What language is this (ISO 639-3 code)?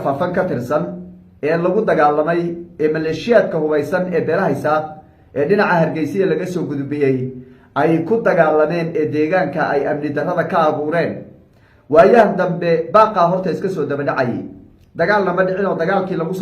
som